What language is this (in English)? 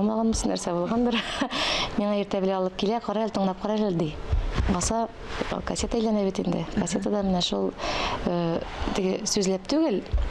Tatar